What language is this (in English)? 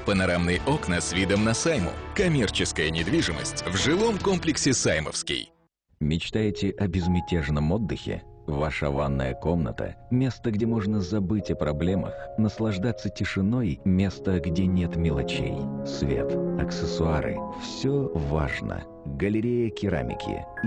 Russian